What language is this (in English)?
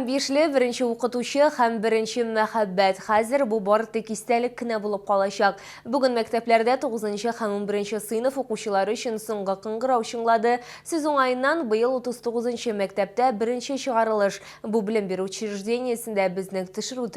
Tatar